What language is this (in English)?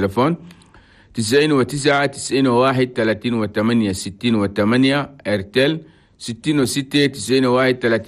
Chadian Arabic